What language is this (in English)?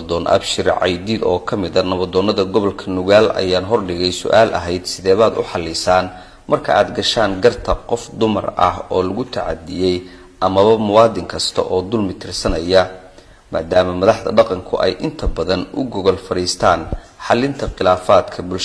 Somali